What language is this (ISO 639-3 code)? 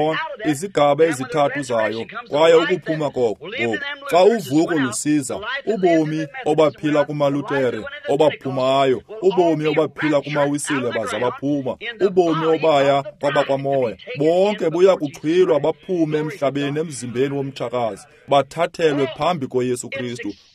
xho